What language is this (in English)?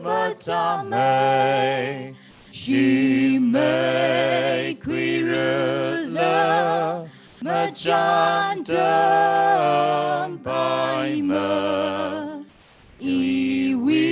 Tangkhul Naga (India)